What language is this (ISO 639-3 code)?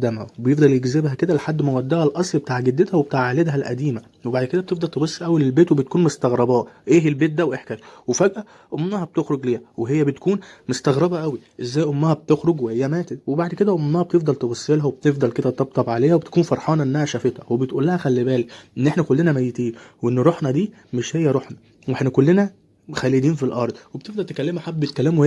arz